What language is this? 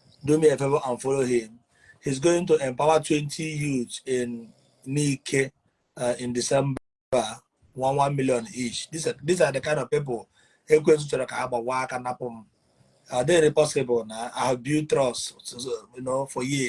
Igbo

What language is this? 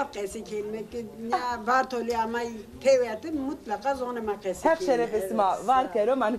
Zaza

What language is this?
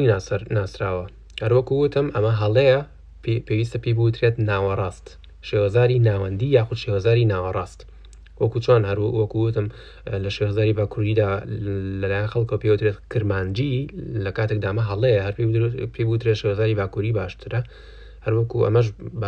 Central Kurdish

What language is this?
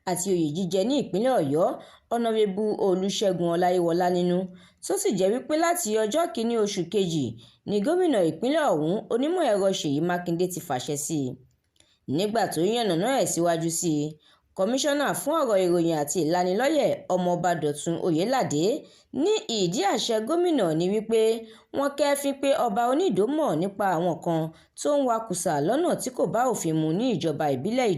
Yoruba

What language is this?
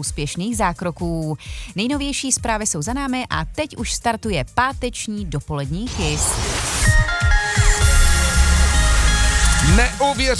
Czech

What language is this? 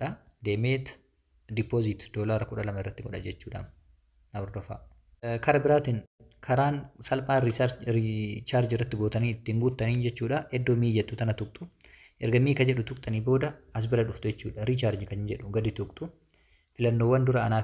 Oromo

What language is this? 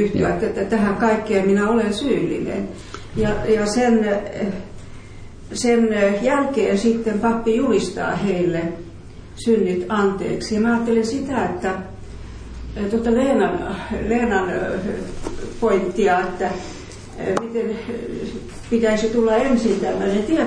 Finnish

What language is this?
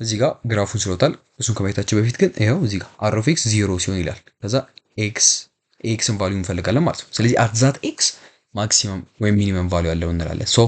Amharic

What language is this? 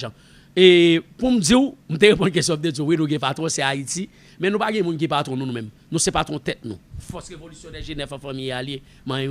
Haitian Creole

